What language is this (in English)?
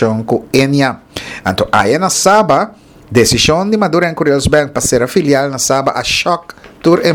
Papiamento